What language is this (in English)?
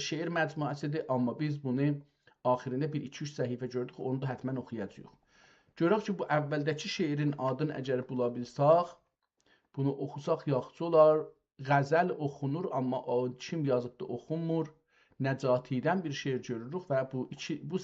South Azerbaijani